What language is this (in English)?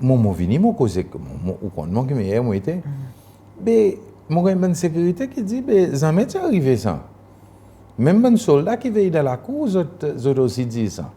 Seselwa Creole French